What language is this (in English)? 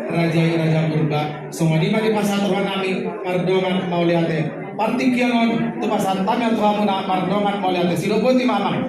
Batak Toba